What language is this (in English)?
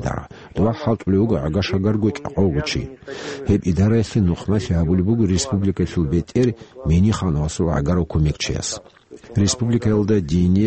Avaric